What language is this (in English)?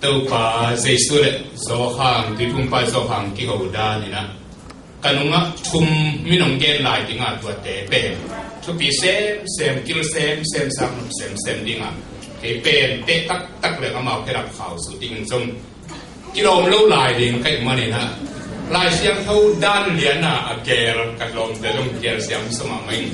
Tedim Chin